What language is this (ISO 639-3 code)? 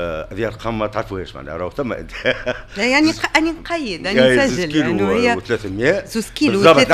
aeb